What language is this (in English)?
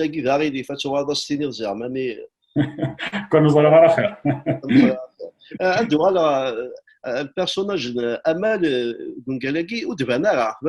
Kabyle